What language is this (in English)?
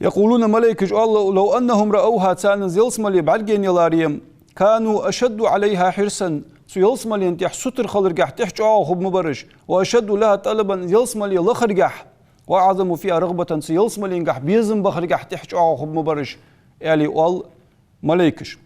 Ingush